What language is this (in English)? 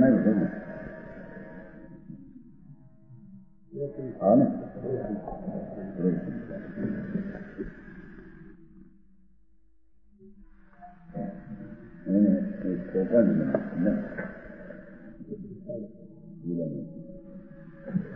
Gujarati